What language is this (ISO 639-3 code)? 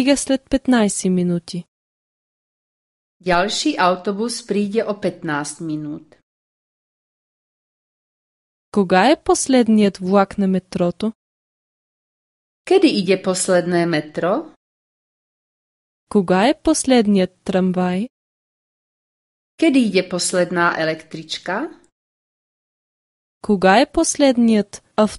bul